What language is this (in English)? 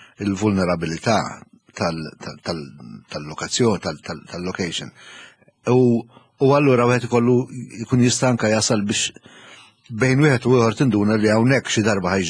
Maltese